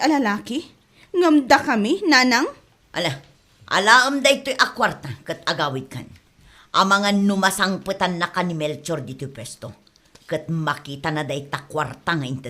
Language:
Iloko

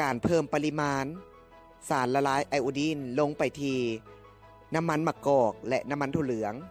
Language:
Lao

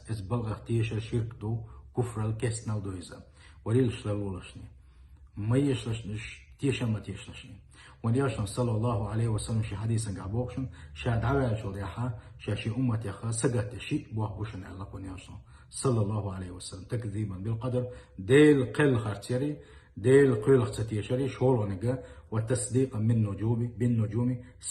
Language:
Chechen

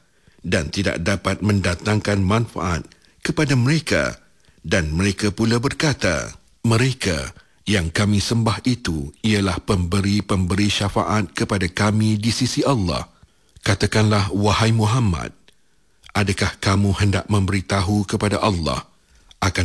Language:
Malay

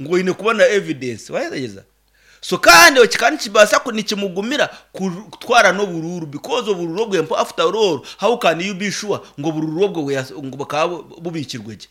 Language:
Nyankole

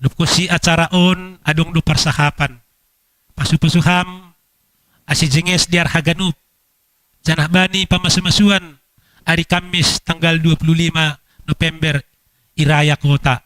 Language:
Batak Simalungun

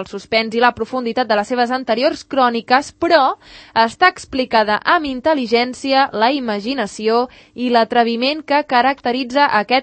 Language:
Catalan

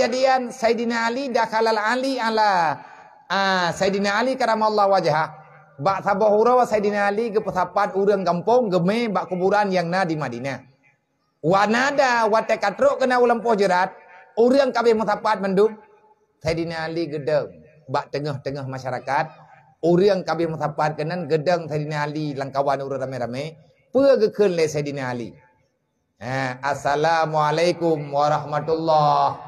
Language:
Achinese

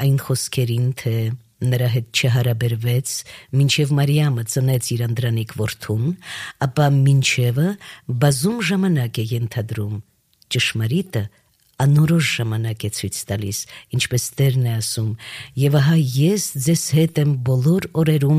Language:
Armenian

